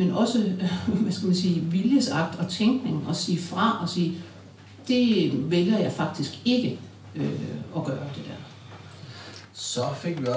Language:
Danish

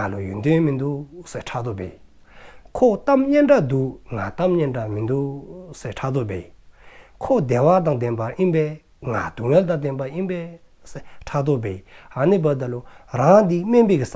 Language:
Dzongkha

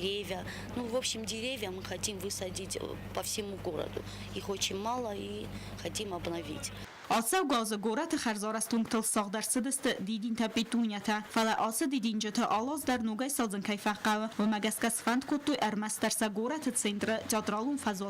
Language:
Ossetic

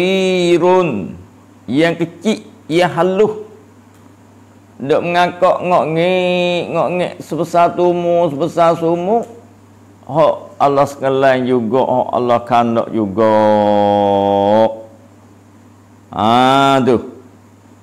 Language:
Malay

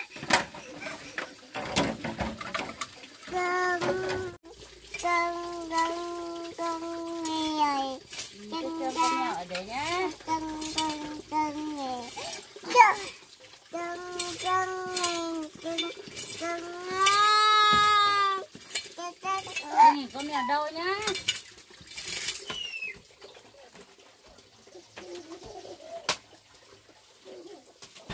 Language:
Vietnamese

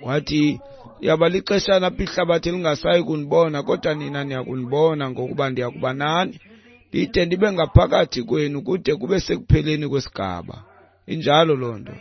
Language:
Xhosa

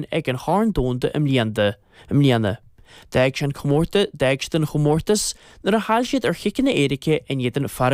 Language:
Irish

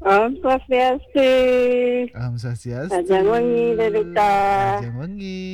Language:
Balinese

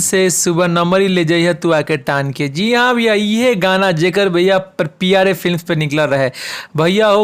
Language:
Bhojpuri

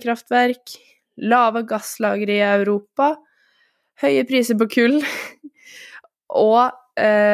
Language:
Norwegian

